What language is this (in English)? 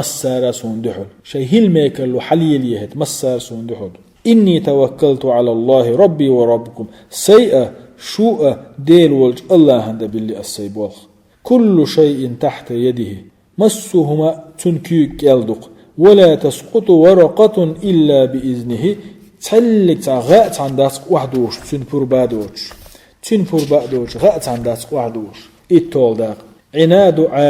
Chechen